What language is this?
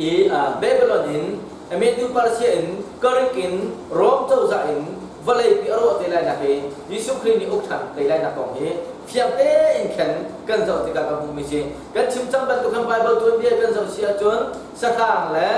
Hakha Chin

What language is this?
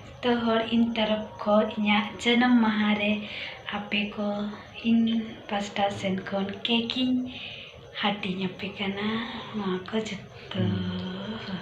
Santali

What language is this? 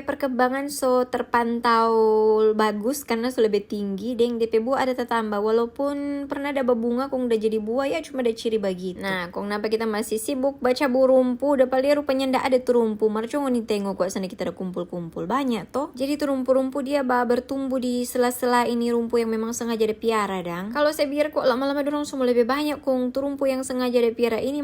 Manado Malay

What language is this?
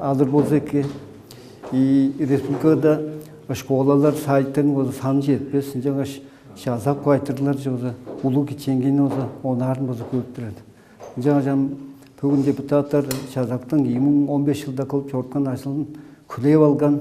Tuvinian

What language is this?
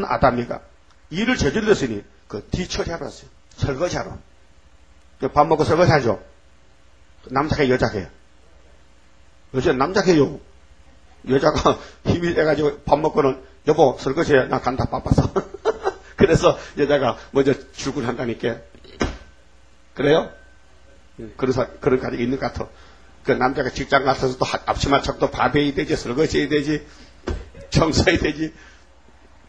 Korean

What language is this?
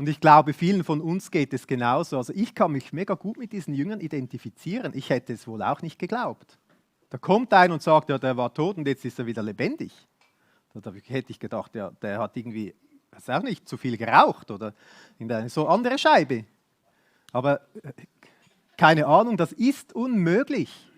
Swiss German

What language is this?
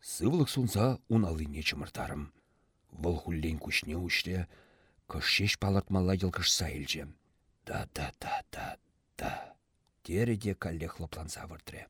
Chuvash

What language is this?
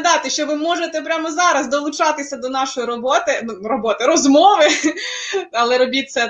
Ukrainian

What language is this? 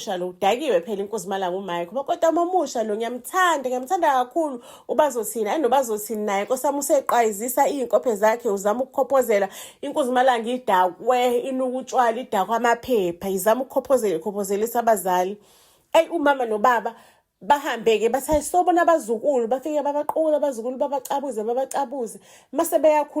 Zulu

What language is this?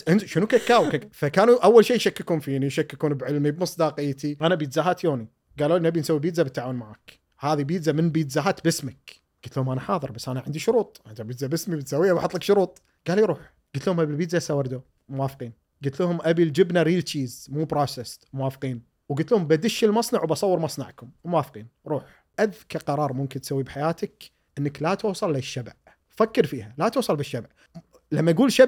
Gulf Arabic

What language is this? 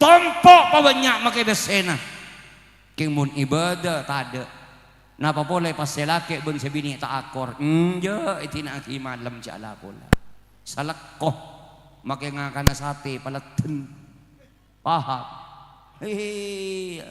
Madurese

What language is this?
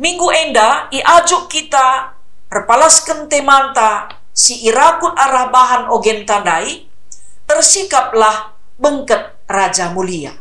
Batak Karo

